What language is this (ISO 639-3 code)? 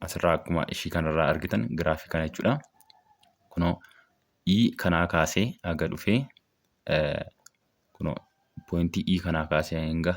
orm